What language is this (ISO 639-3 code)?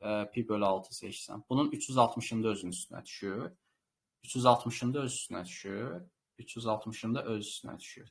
aze